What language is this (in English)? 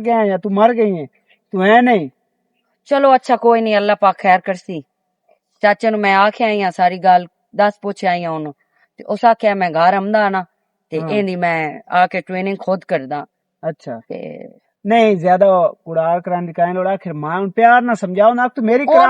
Western Panjabi